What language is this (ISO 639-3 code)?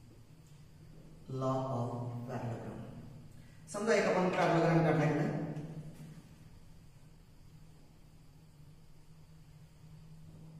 mar